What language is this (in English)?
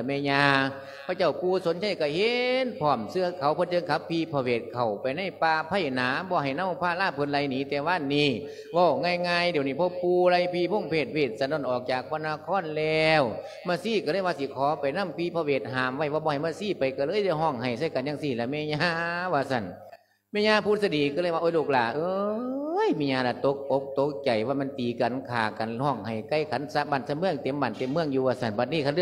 Lao